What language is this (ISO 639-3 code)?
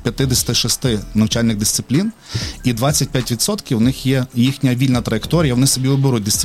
ukr